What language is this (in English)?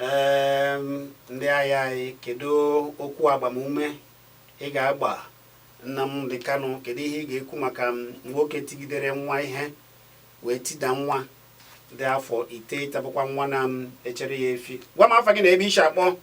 Igbo